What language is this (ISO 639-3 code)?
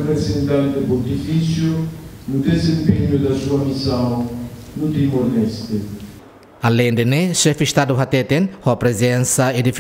tet